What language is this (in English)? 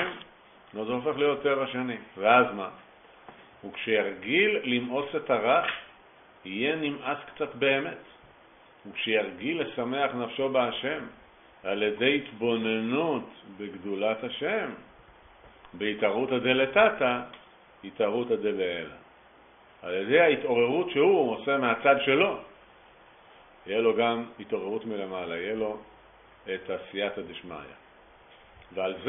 Hebrew